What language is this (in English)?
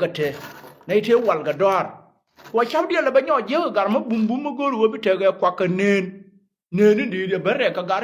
Nuer